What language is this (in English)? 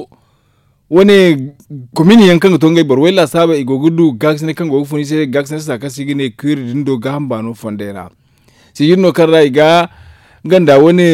Zarma